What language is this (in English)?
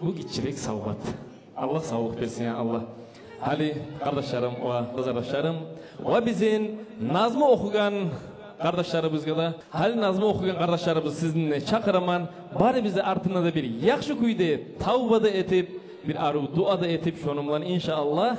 Kumyk